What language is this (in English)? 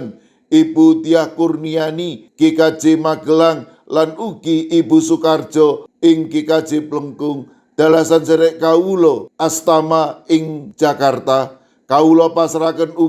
Javanese